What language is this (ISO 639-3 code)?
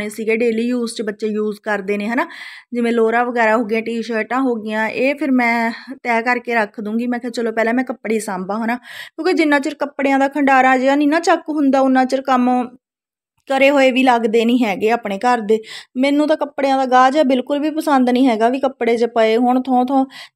pan